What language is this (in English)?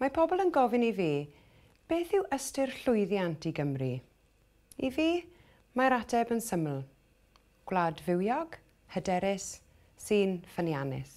Welsh